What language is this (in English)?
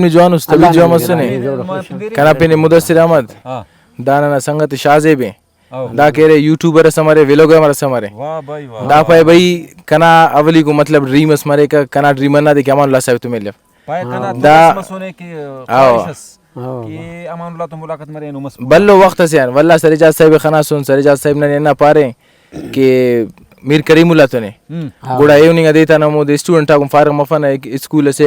Brahui